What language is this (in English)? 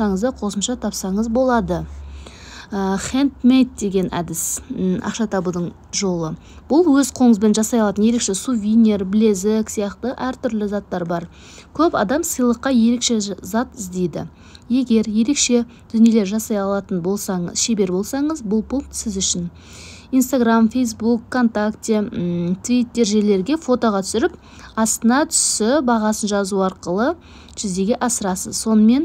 Kazakh